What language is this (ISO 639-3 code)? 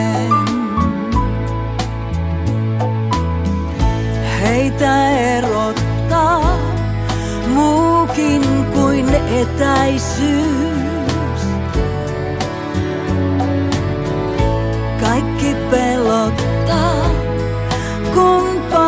fin